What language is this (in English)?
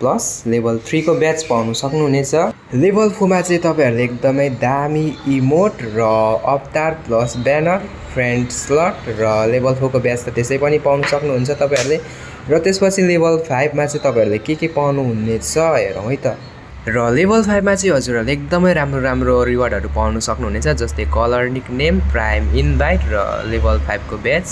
Nepali